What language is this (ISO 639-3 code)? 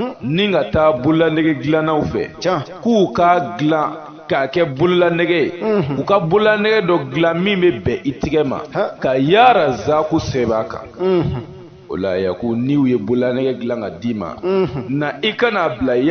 bam